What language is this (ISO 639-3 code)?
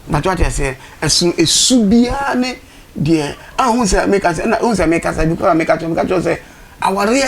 aka